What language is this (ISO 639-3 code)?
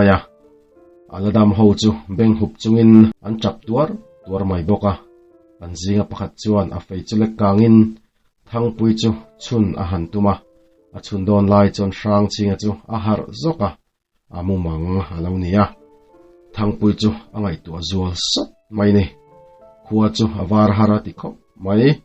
lus